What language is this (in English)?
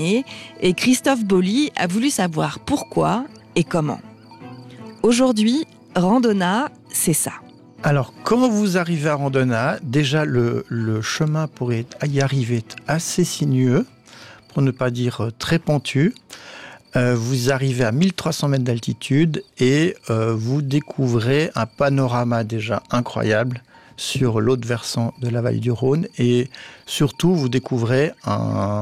French